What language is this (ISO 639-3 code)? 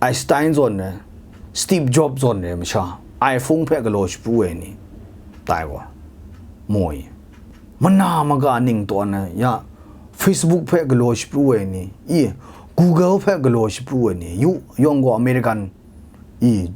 kac